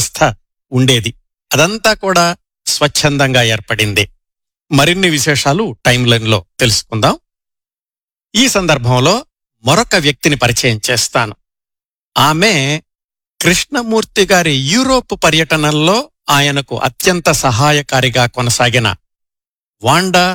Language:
Telugu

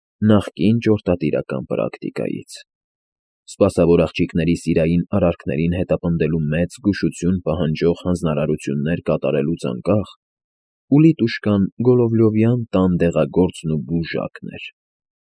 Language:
Armenian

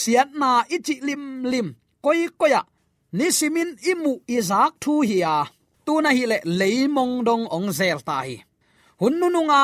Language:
Tedim Chin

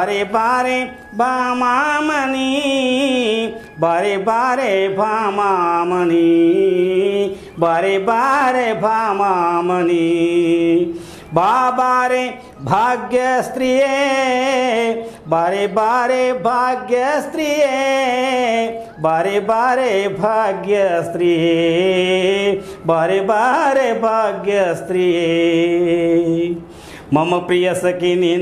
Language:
Kannada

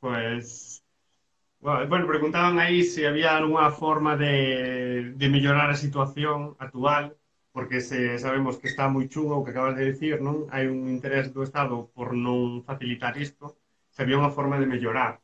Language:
Galician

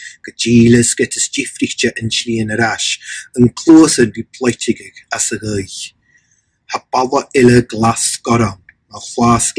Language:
Scottish Gaelic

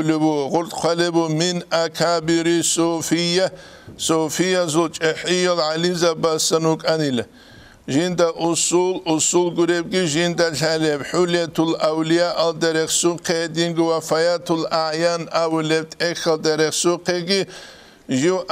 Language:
Avaric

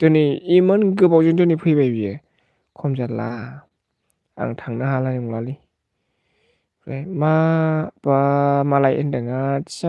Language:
Bodo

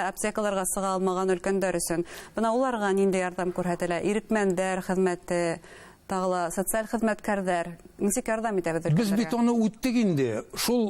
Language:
Bashkir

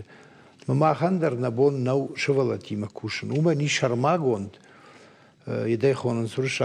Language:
Ossetic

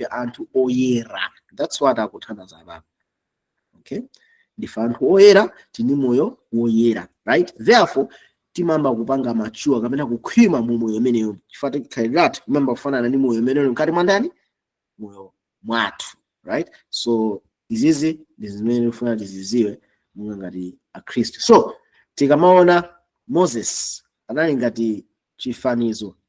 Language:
Nyanja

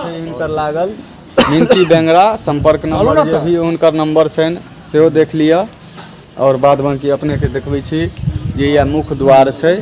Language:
Maithili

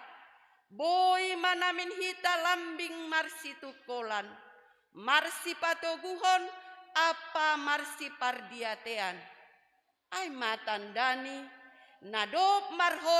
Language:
Batak Simalungun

